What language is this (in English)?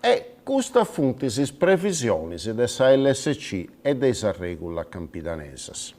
Sardinian